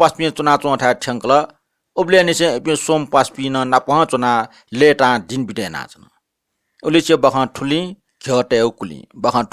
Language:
Newari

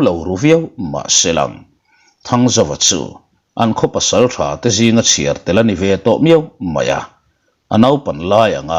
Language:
Mizo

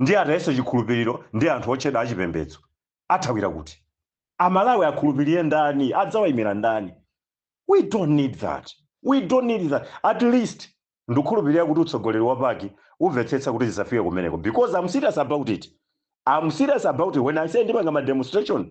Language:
Nyanja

